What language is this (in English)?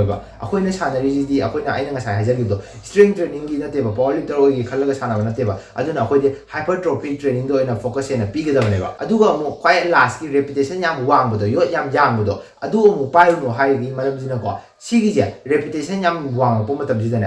Manipuri